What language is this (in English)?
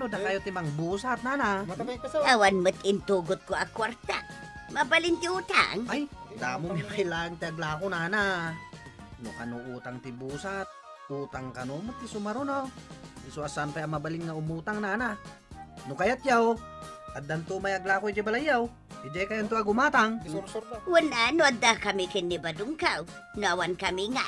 Iloko